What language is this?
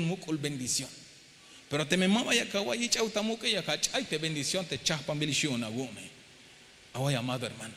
Tzeltal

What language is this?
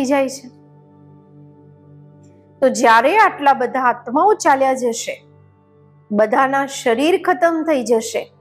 Gujarati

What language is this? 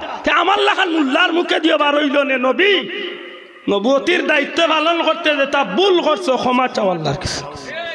Sylheti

